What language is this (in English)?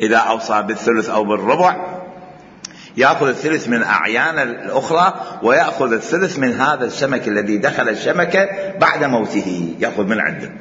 Mesopotamian Arabic